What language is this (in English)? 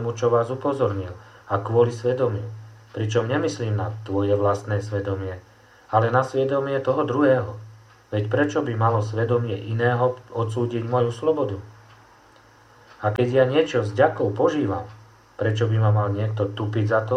Slovak